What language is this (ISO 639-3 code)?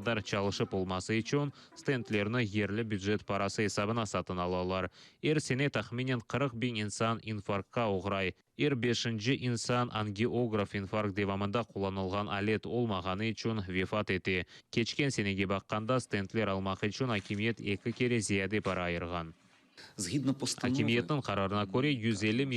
crh